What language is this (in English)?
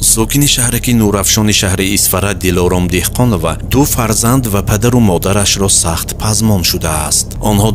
Tajik